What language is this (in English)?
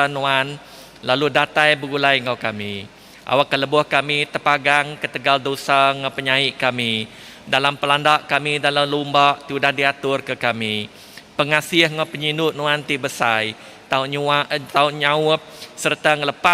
Iban